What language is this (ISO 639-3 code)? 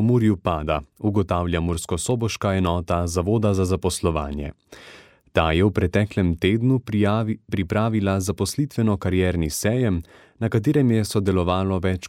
slv